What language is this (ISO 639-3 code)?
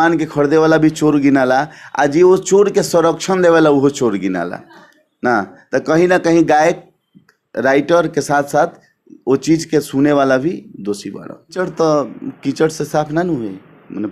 bho